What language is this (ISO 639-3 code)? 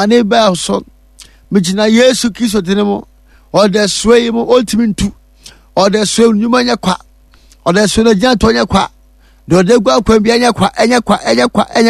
aka